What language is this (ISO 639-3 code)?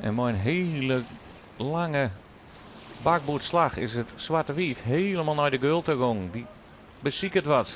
fry